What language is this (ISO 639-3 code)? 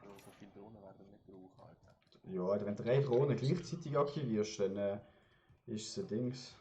gsw